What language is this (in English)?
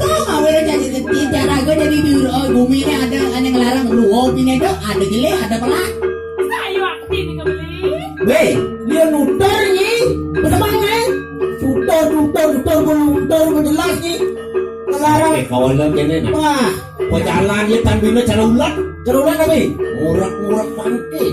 Balinese